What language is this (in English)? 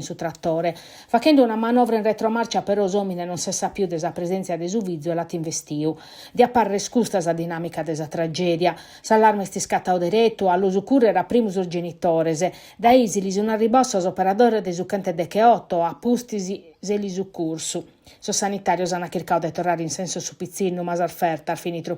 Sardinian